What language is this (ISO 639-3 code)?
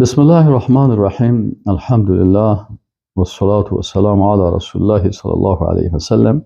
fas